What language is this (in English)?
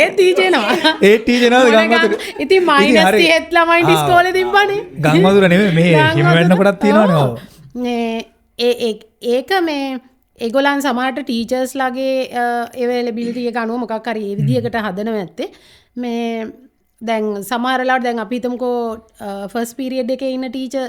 Sinhala